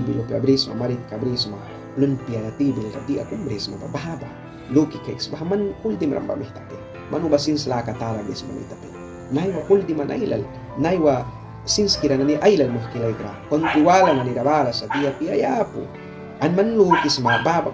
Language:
Mískito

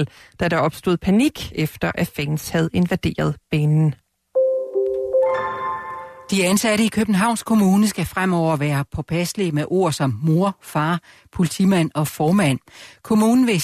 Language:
Danish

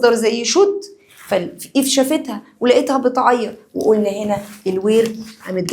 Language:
Egyptian Arabic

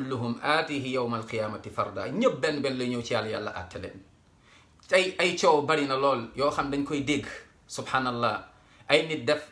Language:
Wolof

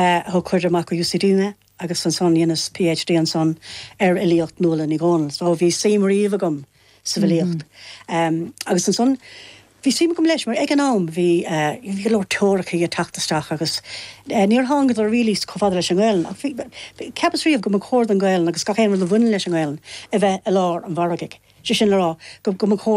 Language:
Irish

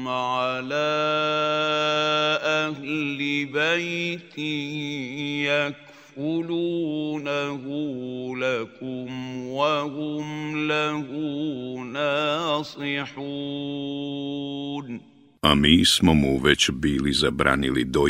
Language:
Bosnian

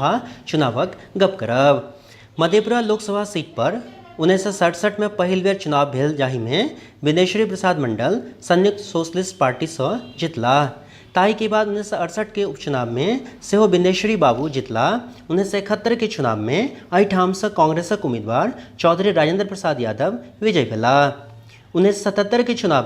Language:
Maithili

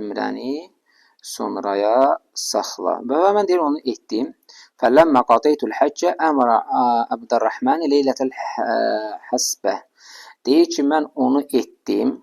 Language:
Azerbaijani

